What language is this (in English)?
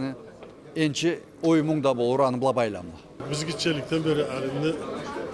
Karachay-Balkar